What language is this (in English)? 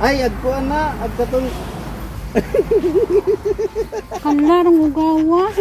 Cebuano